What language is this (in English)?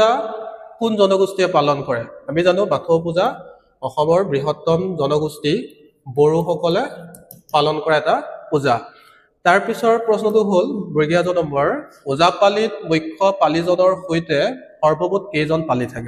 Assamese